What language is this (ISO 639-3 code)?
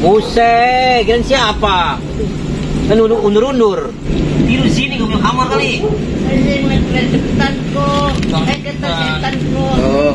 bew